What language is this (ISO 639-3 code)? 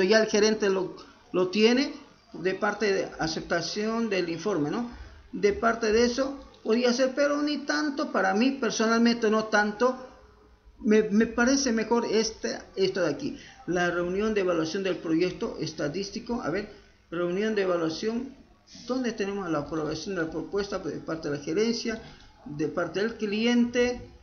spa